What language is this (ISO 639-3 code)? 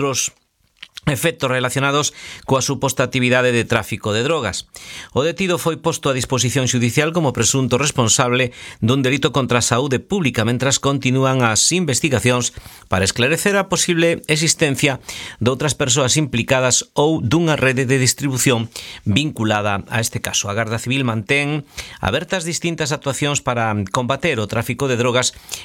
glg